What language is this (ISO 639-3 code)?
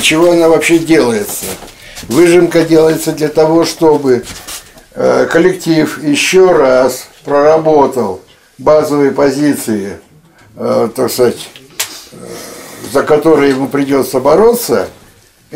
rus